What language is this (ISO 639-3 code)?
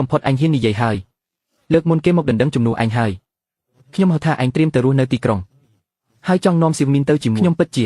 khm